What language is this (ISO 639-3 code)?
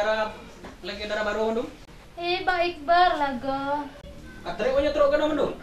ace